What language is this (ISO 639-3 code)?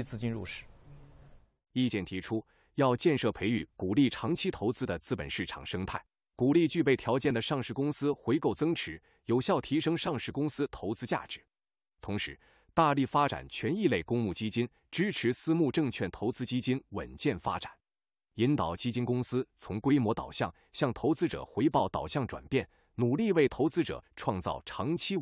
zho